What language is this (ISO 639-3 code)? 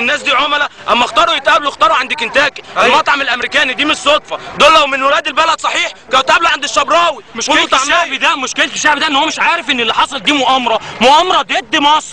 arz